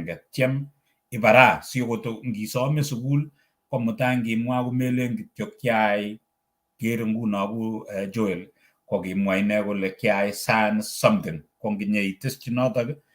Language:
Kalenjin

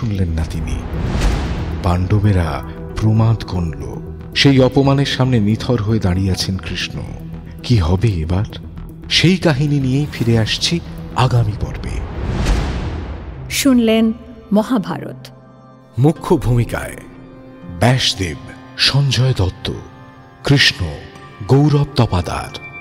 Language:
Bangla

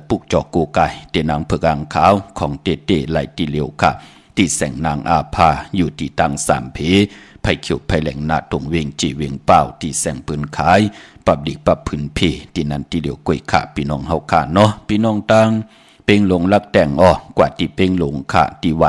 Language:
Shan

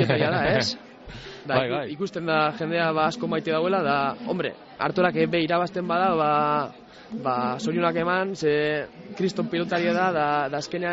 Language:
Basque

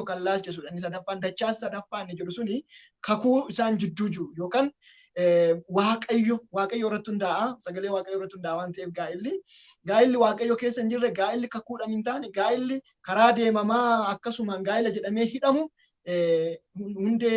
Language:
Oromo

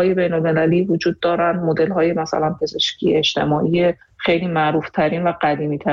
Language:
Persian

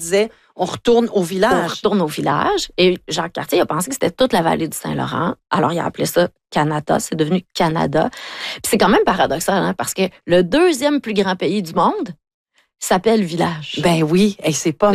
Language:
French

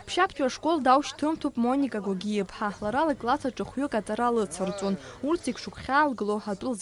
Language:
Abkhazian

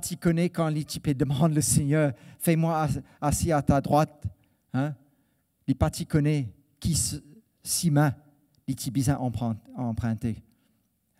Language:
Morisyen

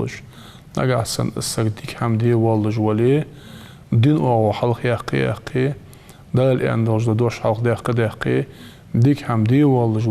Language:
Ingush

